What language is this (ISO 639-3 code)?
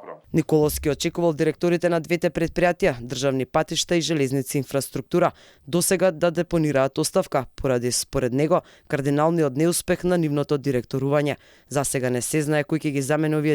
mkd